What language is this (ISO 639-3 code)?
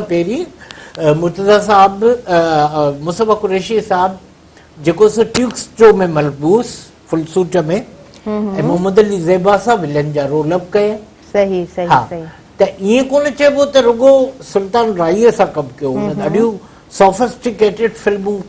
snd